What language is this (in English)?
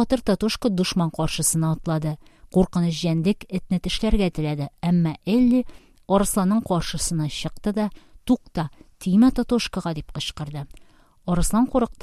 Tatar